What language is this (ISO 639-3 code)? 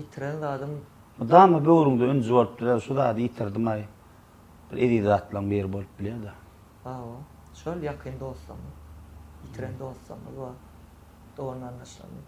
tuk